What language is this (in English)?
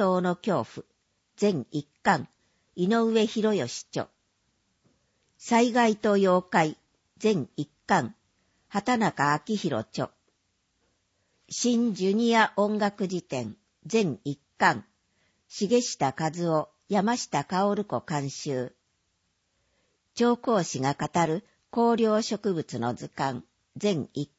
Japanese